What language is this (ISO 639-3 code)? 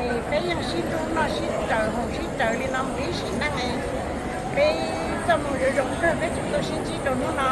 hmn